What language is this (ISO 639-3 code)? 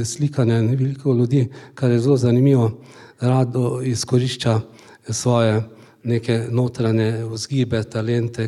slv